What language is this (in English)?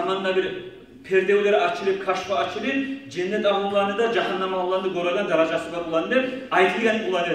Kumyk